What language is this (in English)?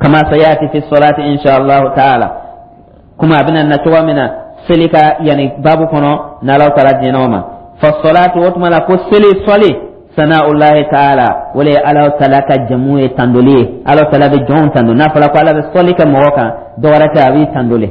Dyula